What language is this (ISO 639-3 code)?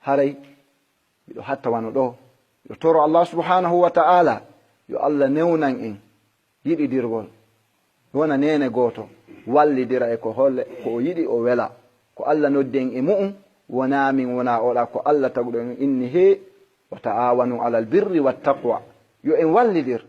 ful